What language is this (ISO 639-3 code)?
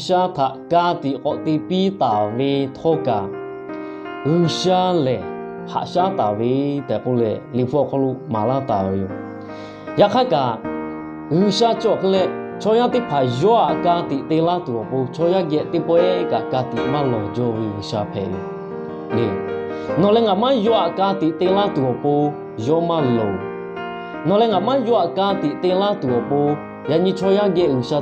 lhu